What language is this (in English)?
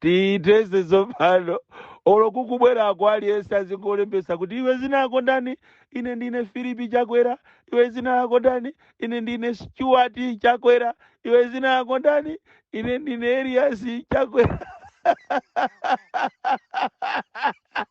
Nyanja